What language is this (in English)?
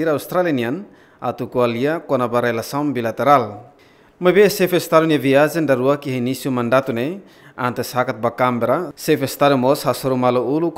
Tetum